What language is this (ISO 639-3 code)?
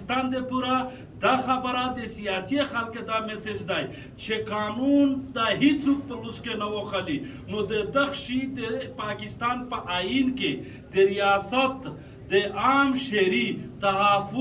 pus